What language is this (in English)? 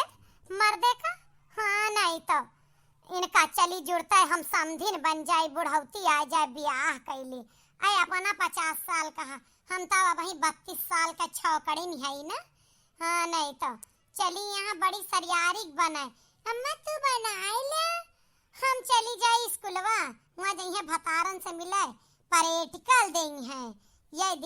Awadhi